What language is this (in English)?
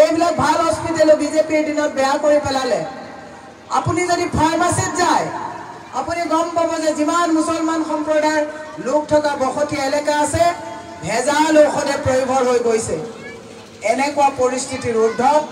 Assamese